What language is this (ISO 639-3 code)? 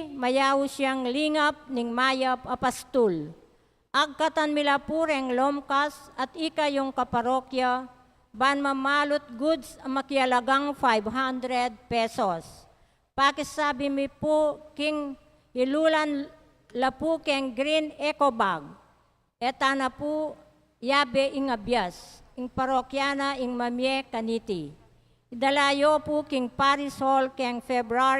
pam